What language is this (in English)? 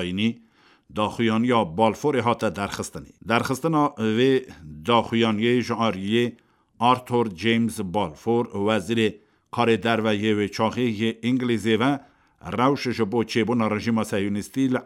Kurdish